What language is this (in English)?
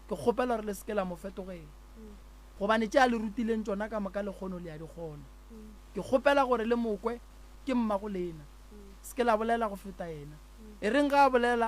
Northern Sotho